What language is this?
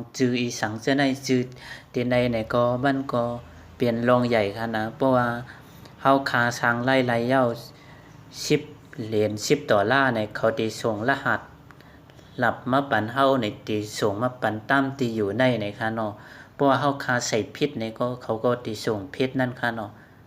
Shan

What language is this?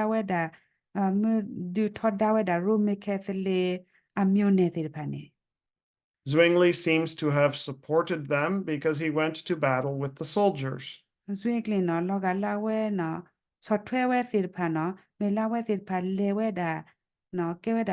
S'gaw Karen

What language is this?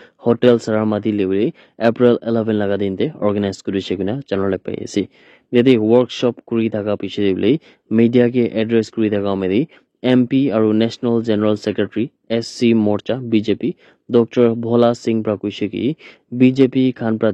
Naga Pidgin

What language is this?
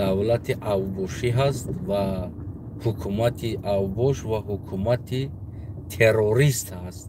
Tajik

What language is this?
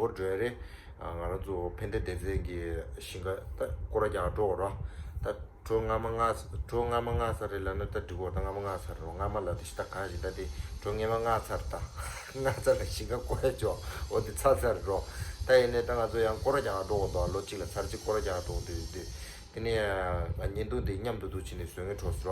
Tibetan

